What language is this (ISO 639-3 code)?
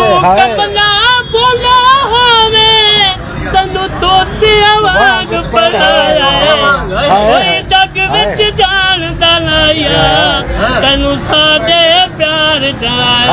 skr